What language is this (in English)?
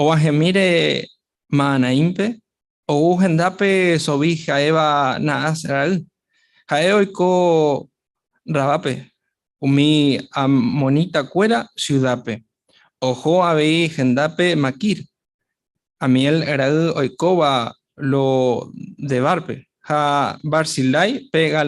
Guarani